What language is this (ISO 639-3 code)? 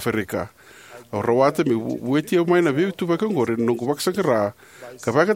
fij